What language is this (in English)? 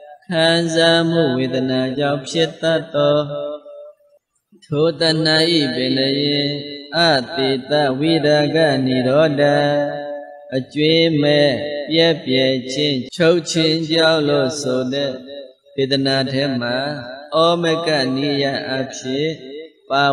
Burmese